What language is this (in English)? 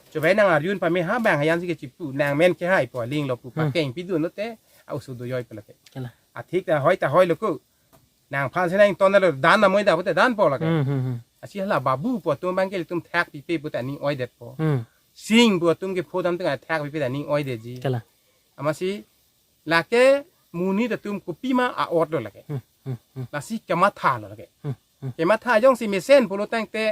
Karbi